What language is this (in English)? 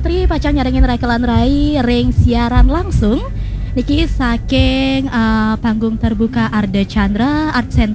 Balinese